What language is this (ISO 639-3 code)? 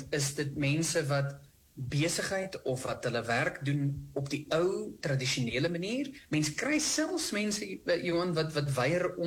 afr